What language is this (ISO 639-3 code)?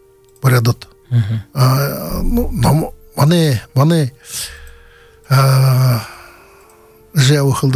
bua